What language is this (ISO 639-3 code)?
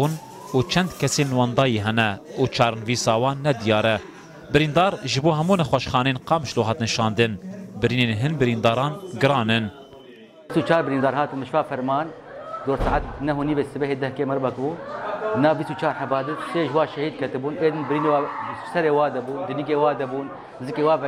kur